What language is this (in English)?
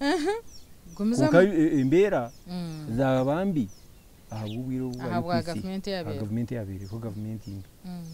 Nyankole